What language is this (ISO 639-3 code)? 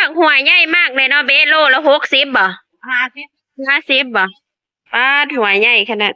tts